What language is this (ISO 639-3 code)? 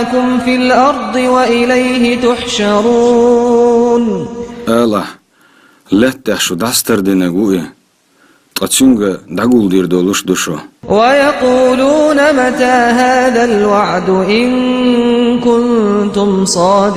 che